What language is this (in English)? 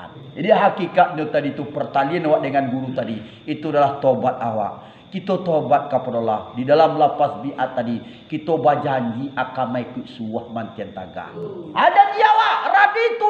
Minangkabau